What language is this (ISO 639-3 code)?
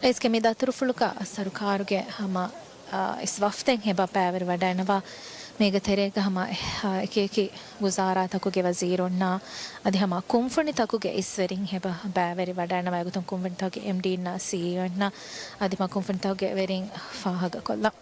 div